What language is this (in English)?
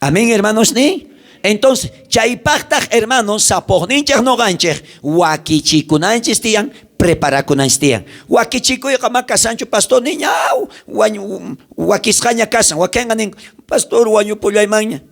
South Bolivian Quechua